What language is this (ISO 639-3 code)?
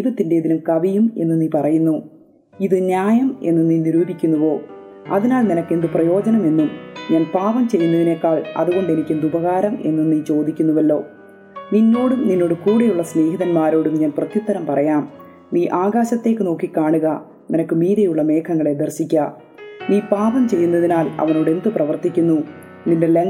mal